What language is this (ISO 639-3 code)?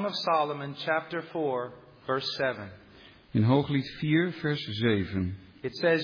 nld